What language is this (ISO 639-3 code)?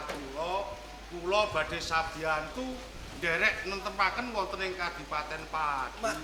jav